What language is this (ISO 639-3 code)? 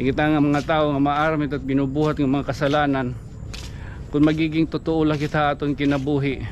war